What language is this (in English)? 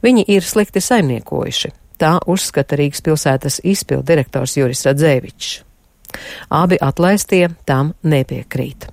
Latvian